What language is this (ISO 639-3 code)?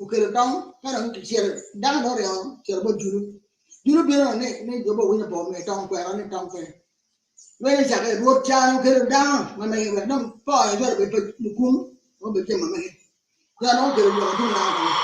ach